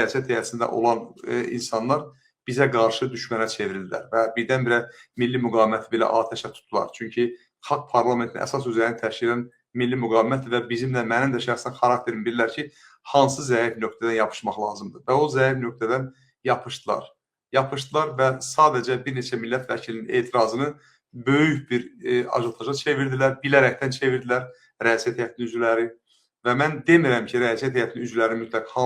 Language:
Azerbaijani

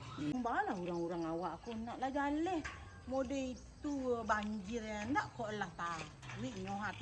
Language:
Minangkabau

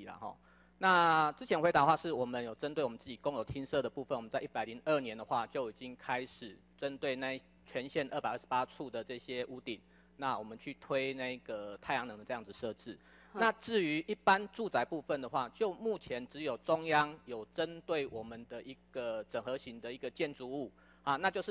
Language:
Chinese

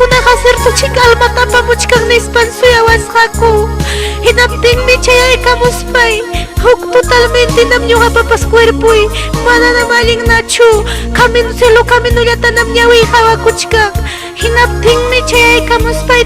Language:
Ayacucho Quechua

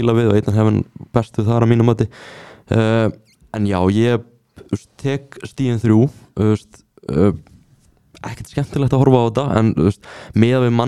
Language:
Icelandic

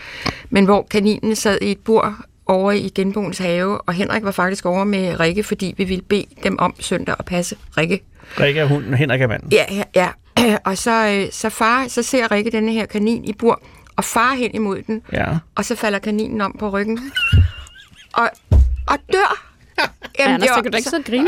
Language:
Danish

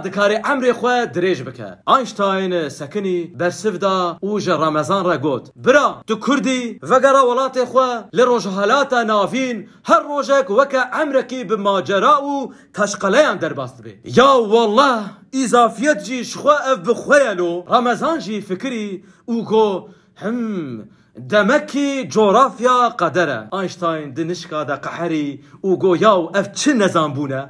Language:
Kurdish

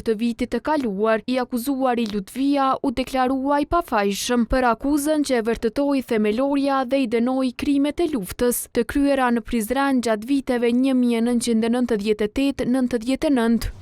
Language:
Albanian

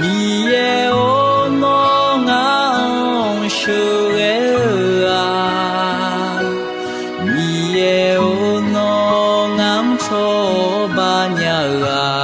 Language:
Akha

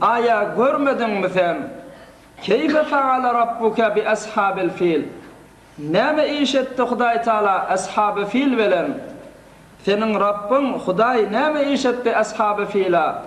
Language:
Turkmen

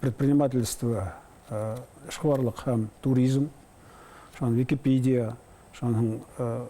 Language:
Bashkir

